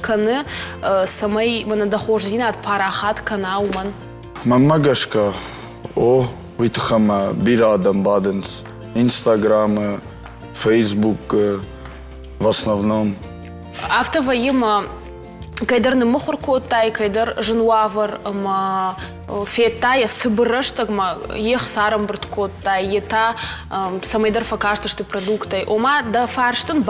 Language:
Ossetic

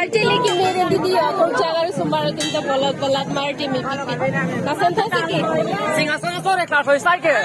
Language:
Karbi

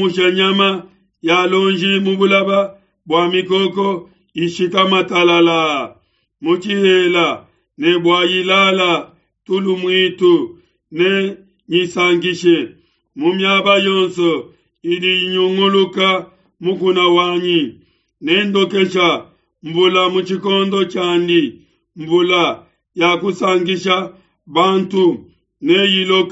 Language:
Luba-Lulua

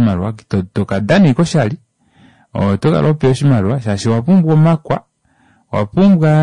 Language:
Kuanyama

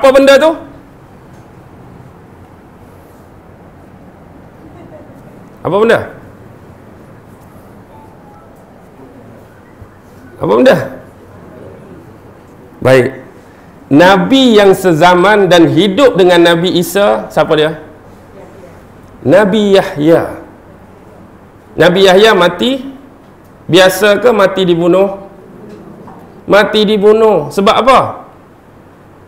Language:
Malay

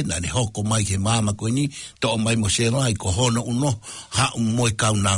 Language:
Tongan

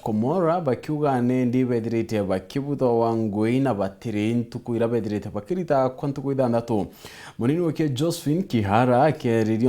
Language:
Meru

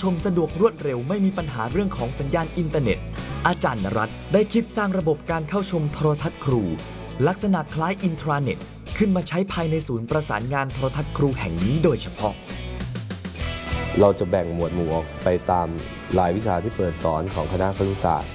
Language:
Thai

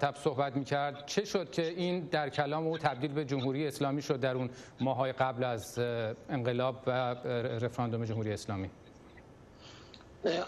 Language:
Persian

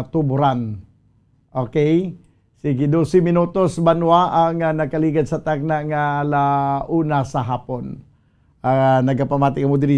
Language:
Hiligaynon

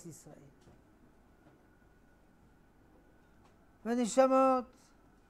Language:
Hebrew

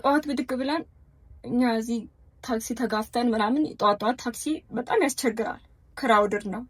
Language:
Amharic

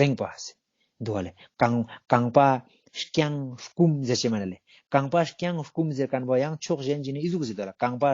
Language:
Ladakhi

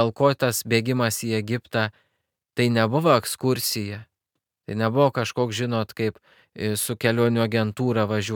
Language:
Lithuanian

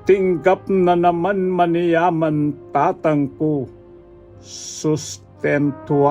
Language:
Pampanga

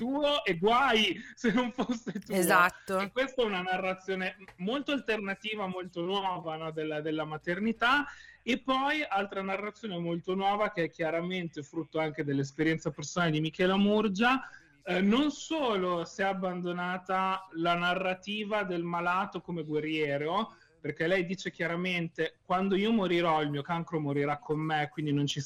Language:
Italian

